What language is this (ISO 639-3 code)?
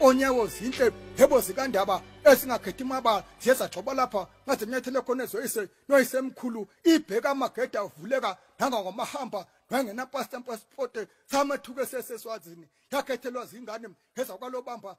zul